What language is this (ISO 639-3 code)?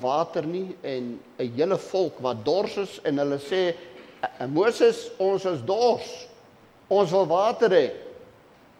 afr